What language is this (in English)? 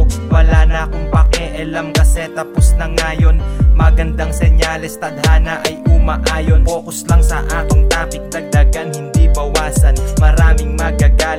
Filipino